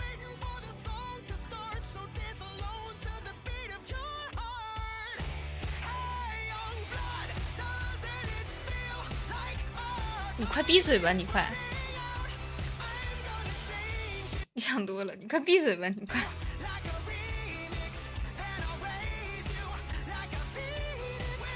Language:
Chinese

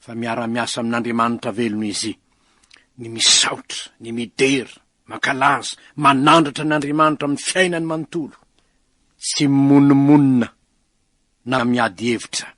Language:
Malagasy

